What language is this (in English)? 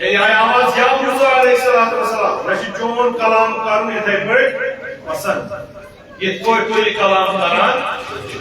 Kashmiri